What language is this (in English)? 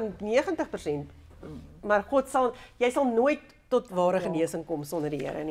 Afrikaans